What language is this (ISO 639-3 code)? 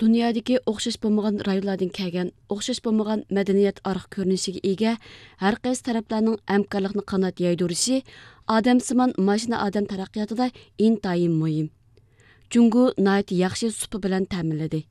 uig